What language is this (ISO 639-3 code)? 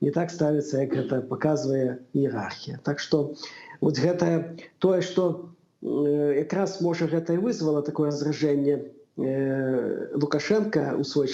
bel